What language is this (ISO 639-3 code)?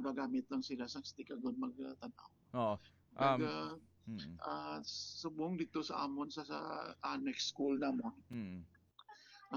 hil